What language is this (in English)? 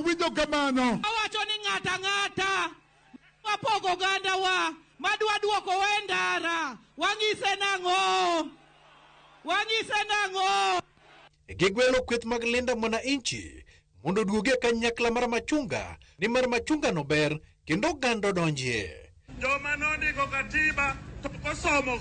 Luo (Kenya and Tanzania)